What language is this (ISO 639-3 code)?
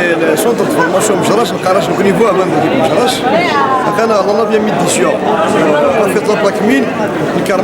kab